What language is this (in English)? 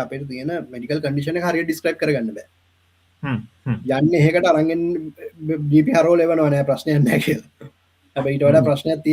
Sinhala